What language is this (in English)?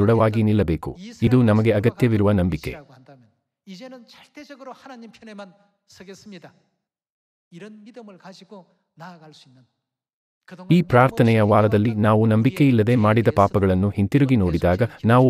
Kannada